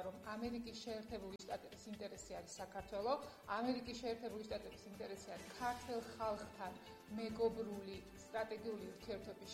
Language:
Georgian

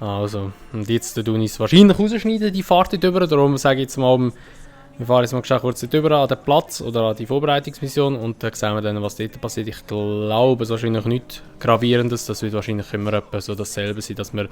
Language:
Swiss German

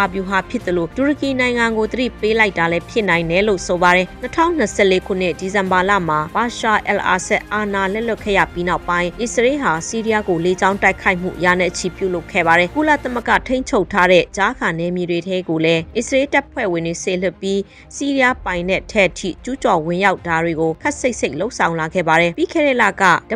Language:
Burmese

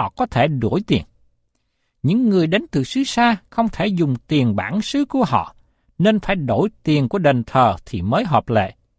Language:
Vietnamese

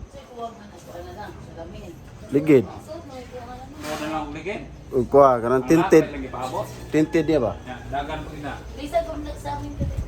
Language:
Cebuano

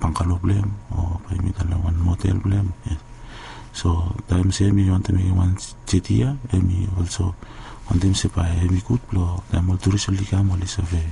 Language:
Bislama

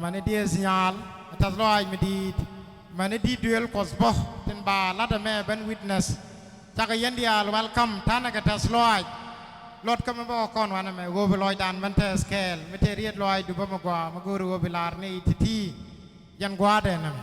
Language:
Nuer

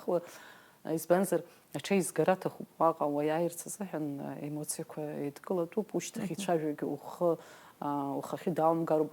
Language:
Abkhazian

